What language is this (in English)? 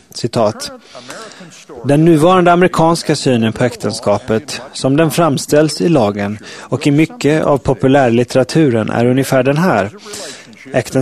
Swedish